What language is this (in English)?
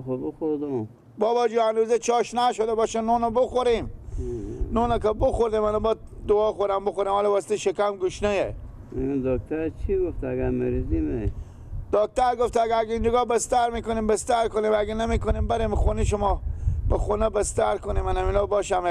Persian